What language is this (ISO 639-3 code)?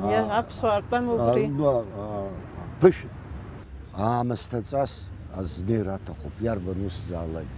abk